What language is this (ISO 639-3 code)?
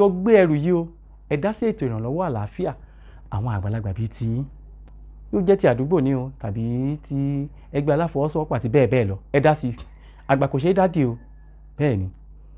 yor